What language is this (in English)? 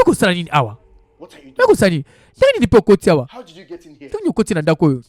Lingala